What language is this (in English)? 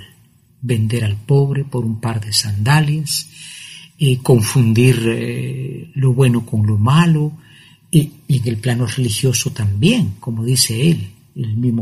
Spanish